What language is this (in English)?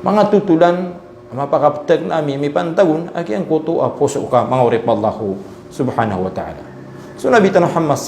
Maranao